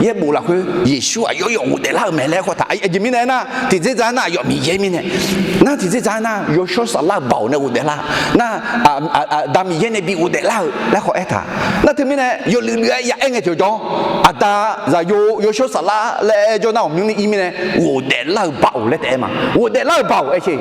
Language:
Akha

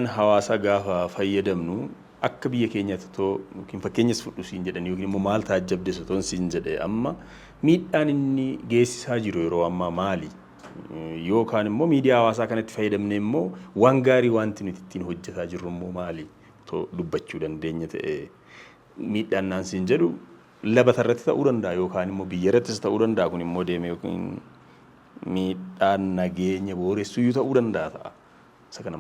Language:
Oromo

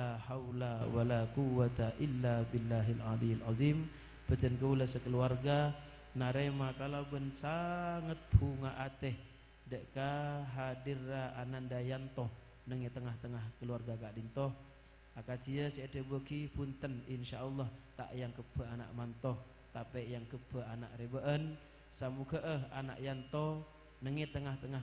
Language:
Madurese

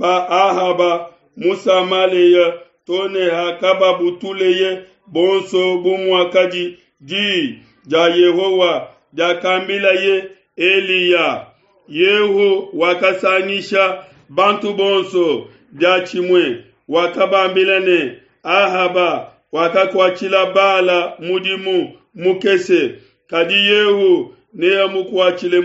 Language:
Luba-Lulua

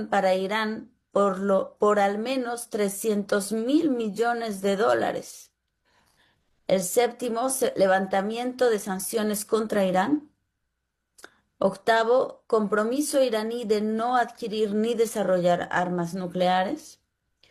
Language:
Spanish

